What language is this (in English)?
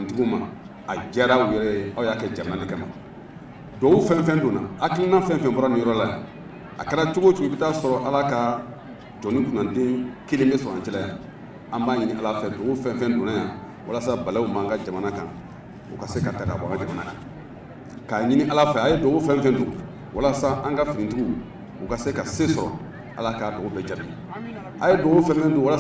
Bambara